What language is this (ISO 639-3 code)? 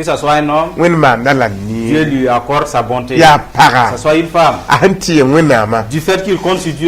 mos